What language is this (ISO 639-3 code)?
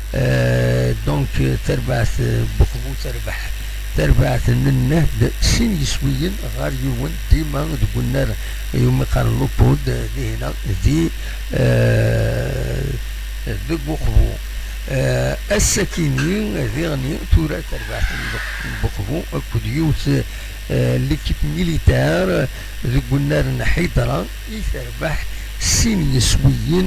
kab